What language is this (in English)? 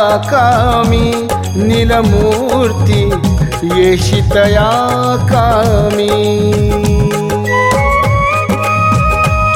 Marathi